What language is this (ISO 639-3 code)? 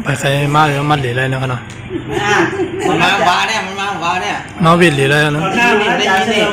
shn